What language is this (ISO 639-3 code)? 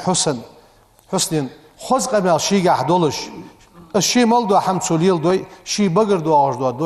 inh